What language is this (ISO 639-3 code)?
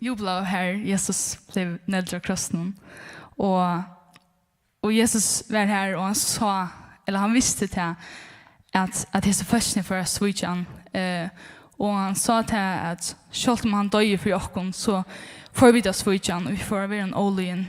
fao